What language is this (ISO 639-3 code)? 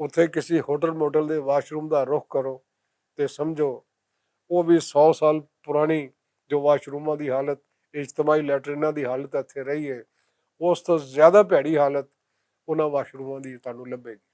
lah